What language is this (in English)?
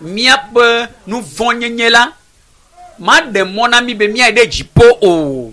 Ewe